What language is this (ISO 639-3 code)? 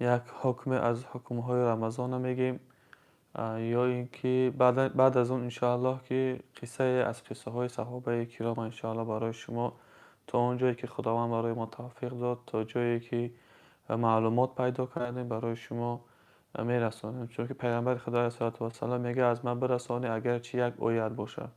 tgk